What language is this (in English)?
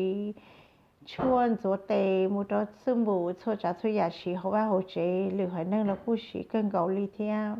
Hmong